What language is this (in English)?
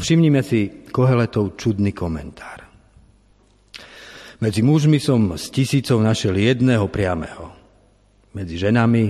Slovak